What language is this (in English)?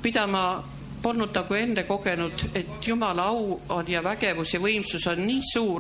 Estonian